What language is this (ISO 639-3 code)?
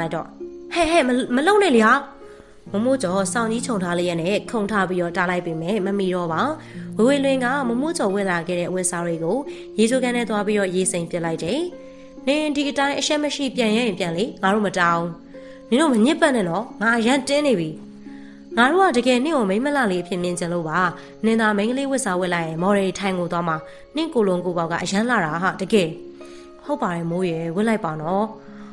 mya